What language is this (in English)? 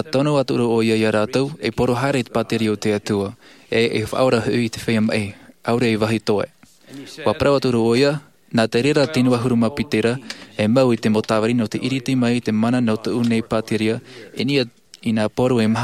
Tahitian